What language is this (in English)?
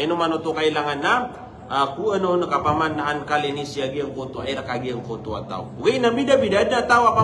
Maranao